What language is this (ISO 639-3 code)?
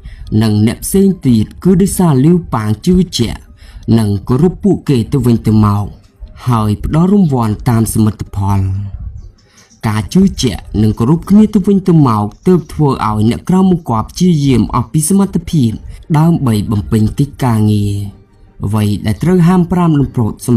khm